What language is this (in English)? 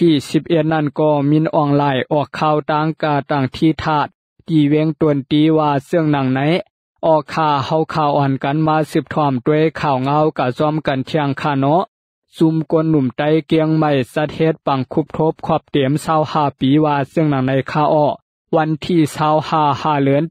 Shan